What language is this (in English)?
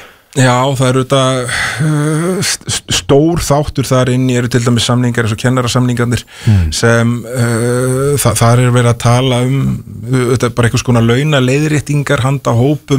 Icelandic